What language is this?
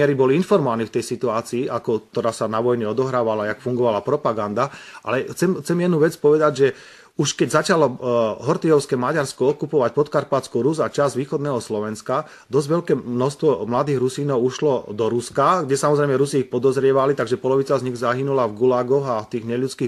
Slovak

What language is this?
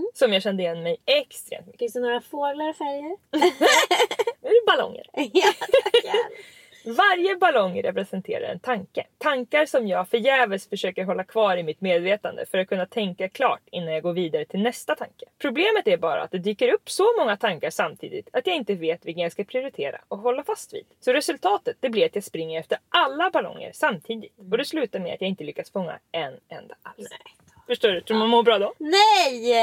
Swedish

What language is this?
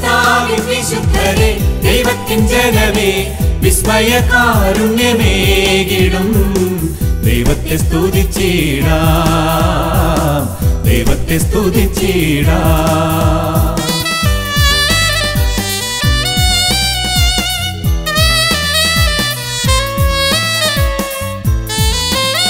Malayalam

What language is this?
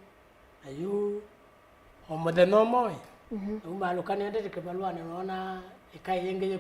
Kamba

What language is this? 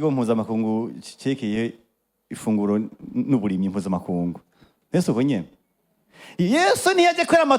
Rundi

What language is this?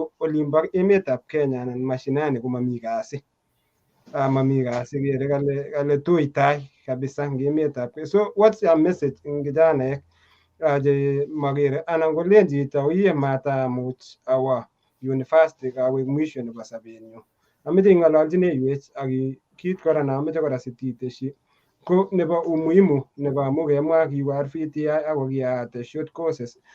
Kalenjin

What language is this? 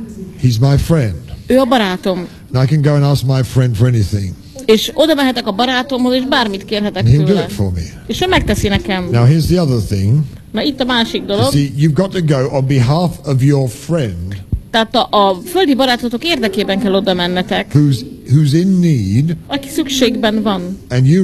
Hungarian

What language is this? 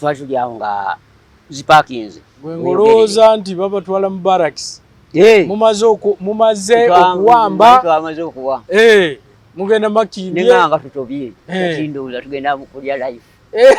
Ganda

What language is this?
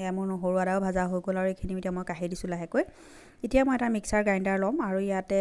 Assamese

